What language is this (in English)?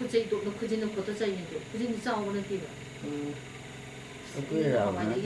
Manipuri